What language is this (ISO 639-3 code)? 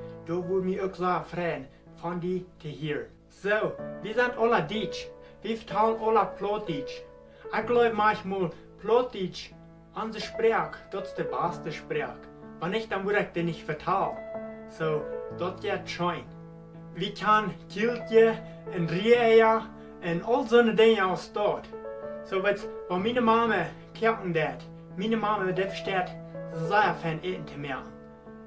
pdt